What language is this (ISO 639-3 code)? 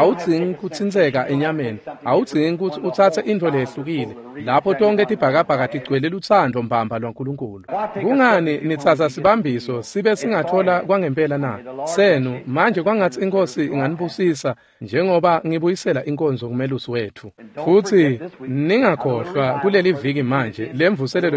ssw